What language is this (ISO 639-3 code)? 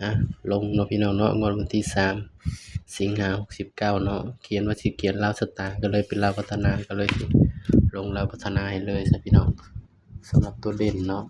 lao